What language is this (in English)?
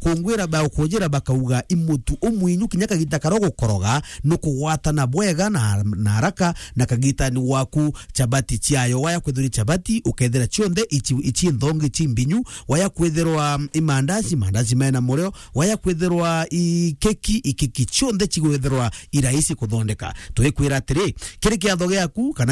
Meru